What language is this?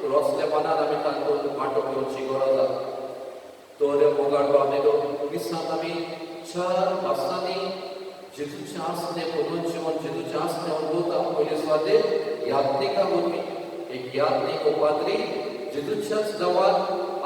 Konkani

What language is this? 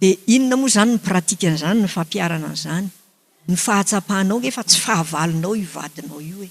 Malagasy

